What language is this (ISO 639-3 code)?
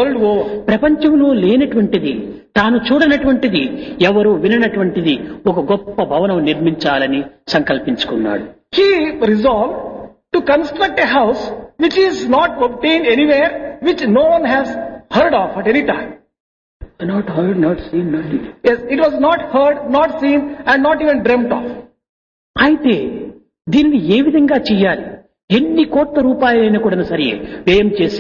tel